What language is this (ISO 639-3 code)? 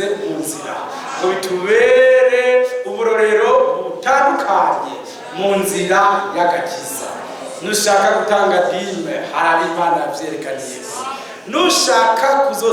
run